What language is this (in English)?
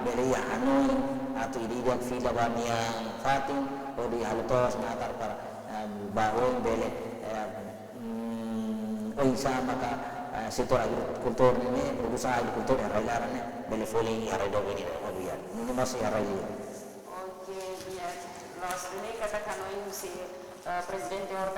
Tetum